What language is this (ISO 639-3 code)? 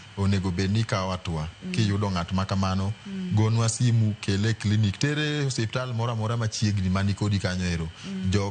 luo